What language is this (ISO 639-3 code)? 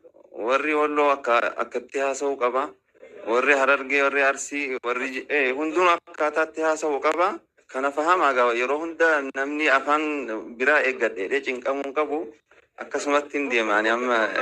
orm